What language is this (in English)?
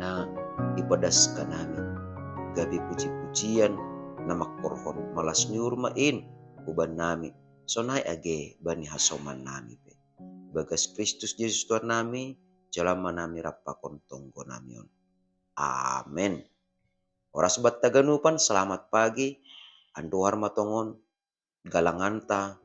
Batak Simalungun